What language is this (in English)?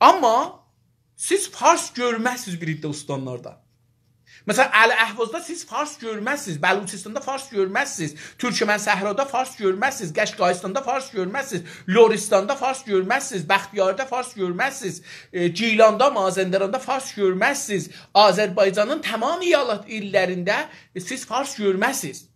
South Azerbaijani